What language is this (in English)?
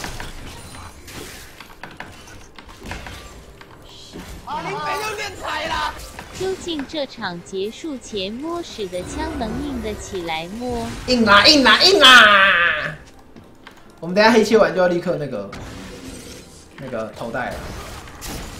Chinese